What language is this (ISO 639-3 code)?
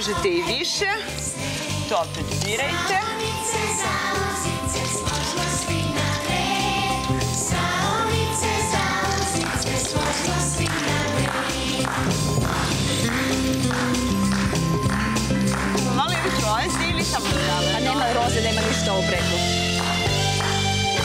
srp